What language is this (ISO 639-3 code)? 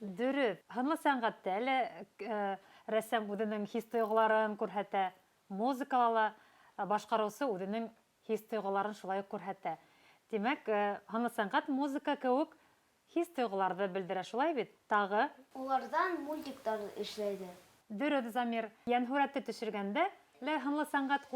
bak